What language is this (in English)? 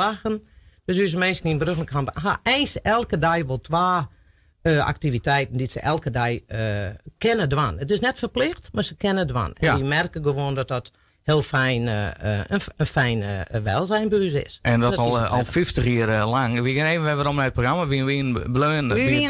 Western Frisian